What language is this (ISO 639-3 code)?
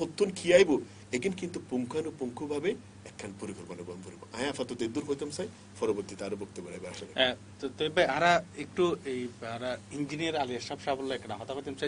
ben